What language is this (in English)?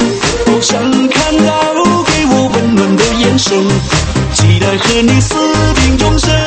Chinese